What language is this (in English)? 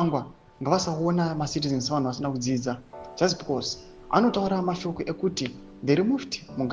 Shona